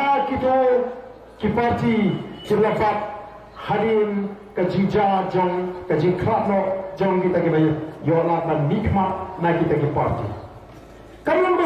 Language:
Khasi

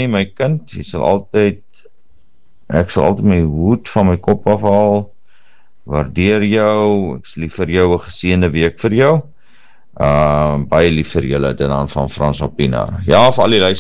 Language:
Afrikaans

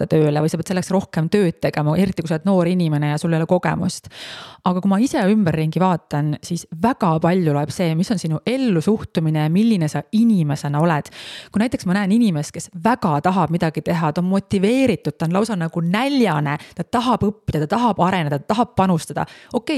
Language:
Estonian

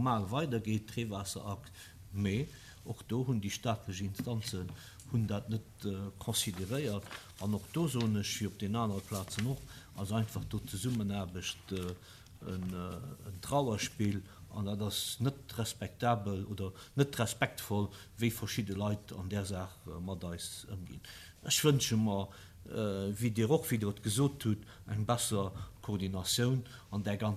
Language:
Luxembourgish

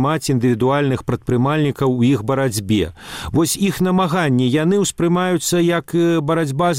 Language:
Belarusian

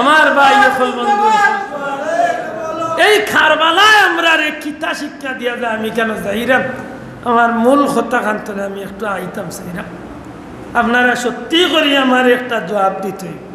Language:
Sylheti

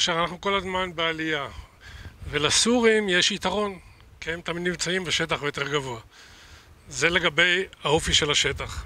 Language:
Hebrew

